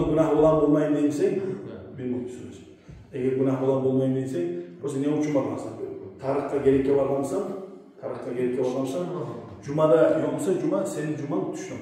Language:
Kumyk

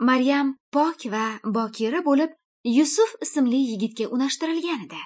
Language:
Uyghur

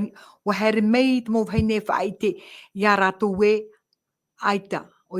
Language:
Tahitian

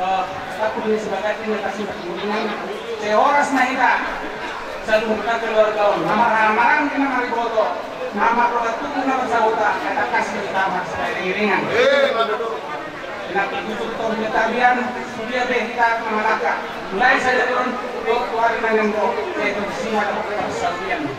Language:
Batak Toba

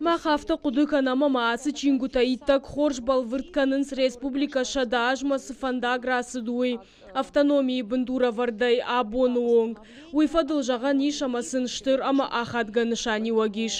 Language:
Ossetic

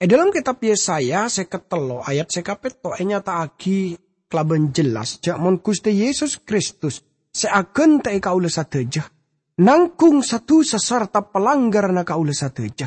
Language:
Madurese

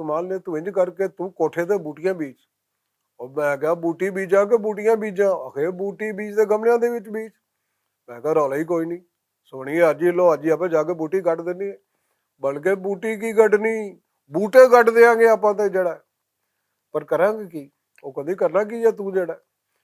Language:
Western Panjabi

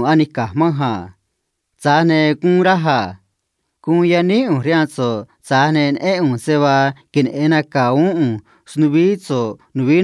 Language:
Copala Triqui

